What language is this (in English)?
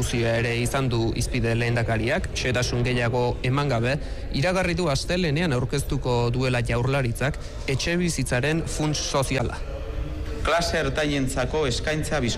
Basque